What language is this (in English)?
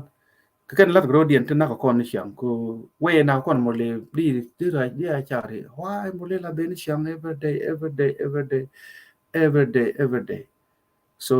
Nuer